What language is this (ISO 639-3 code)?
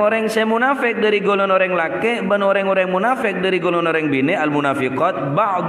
mad